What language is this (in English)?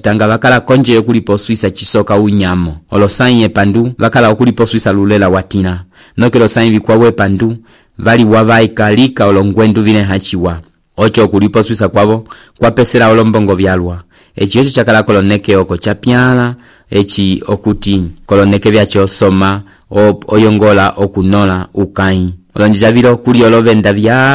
Umbundu